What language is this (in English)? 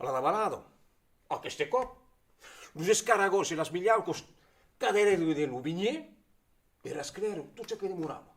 Occitan